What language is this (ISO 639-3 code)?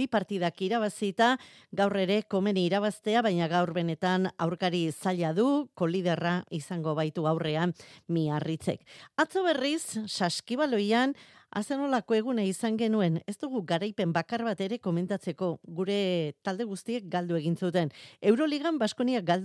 eus